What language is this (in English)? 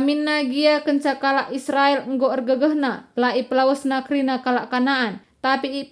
Batak Karo